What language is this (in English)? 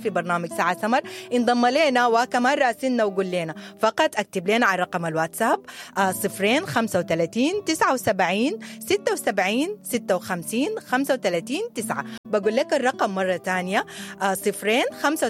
Sudanese Arabic